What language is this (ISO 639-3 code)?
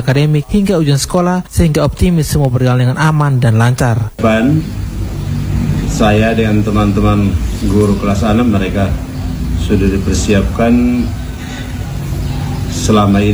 ind